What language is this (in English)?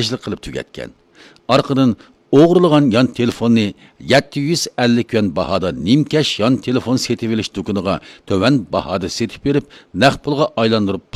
Uyghur